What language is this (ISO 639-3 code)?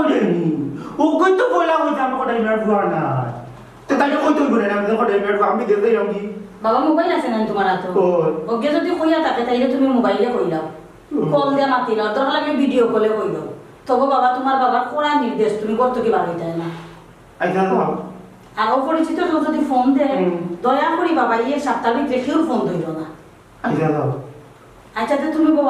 syl